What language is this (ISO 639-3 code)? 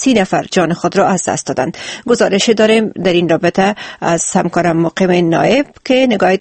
fas